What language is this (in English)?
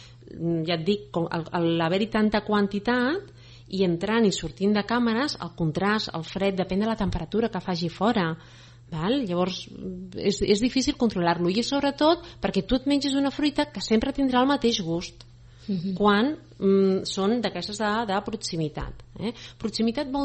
Catalan